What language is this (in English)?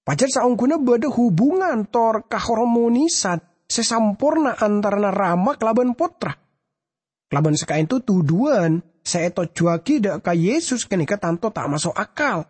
Madurese